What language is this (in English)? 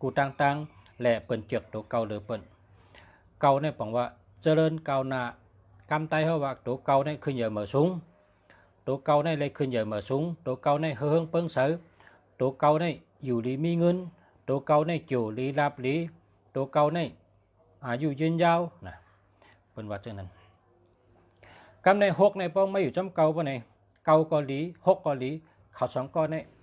Shan